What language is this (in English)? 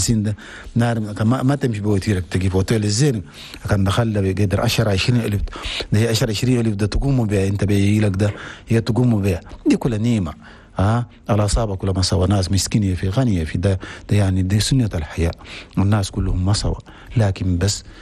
Chadian Arabic